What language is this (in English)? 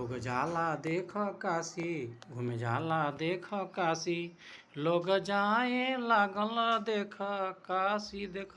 Bhojpuri